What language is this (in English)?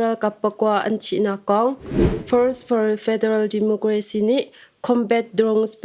Hakha Chin